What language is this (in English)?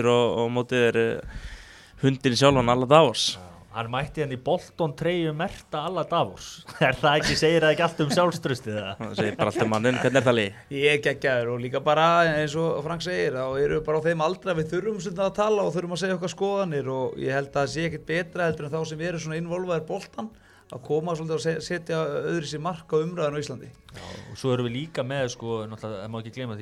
Icelandic